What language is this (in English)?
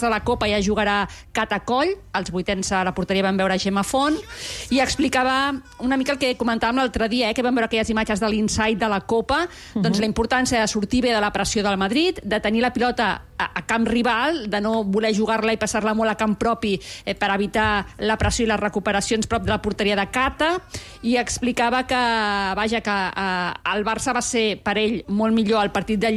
Catalan